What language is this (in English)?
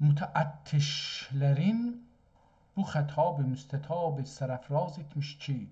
South Azerbaijani